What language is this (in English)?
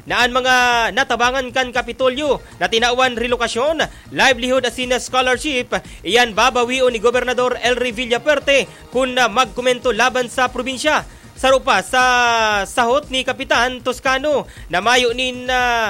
Bikol